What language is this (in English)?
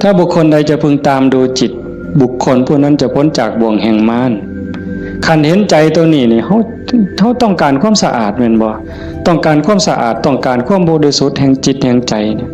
Northeastern Thai